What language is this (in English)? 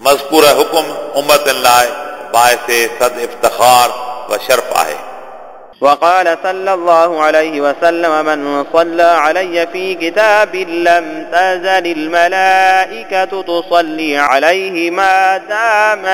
Sindhi